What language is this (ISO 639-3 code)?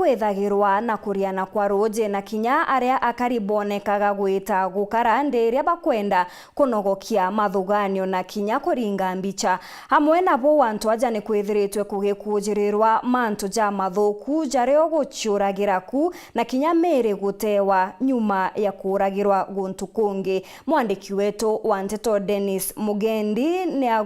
mer